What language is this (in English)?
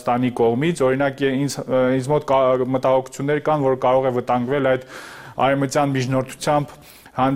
Armenian